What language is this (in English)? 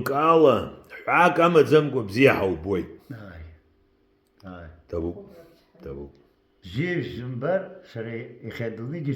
Abkhazian